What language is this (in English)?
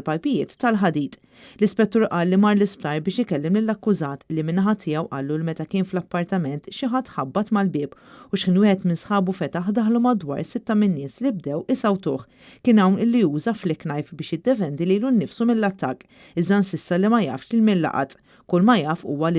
Maltese